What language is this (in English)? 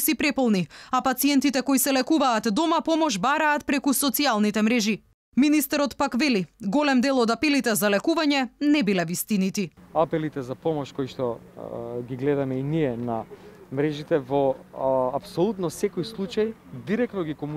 Macedonian